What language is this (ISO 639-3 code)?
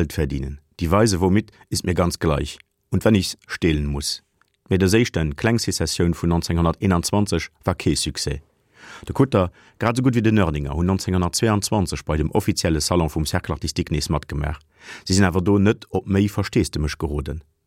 ltz